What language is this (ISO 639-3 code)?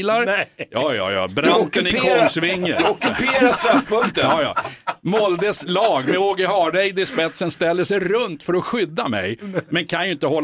swe